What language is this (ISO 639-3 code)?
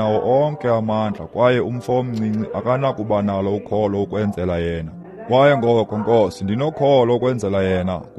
xho